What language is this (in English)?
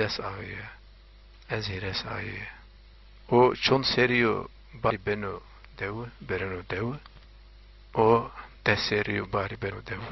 Zaza